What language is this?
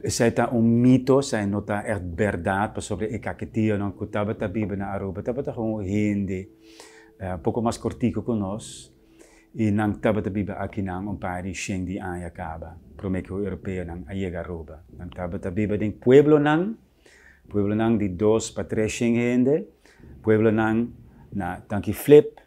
Papiamento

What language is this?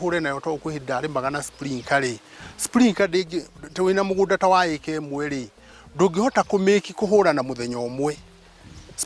Kikuyu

